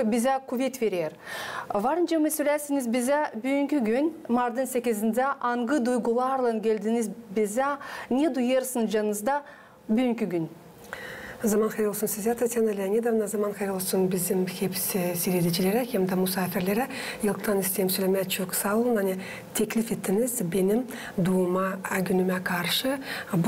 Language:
Gagauz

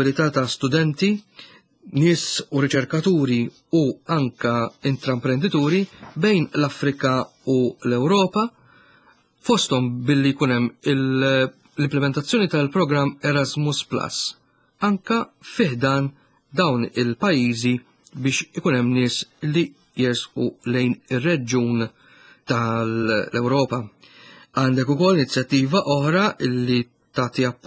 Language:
Maltese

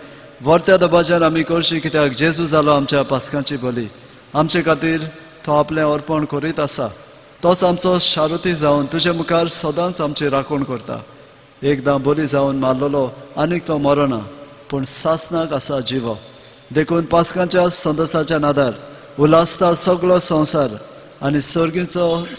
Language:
Konkani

